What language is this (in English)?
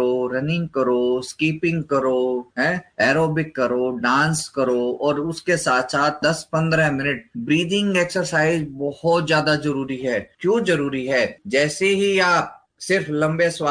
Hindi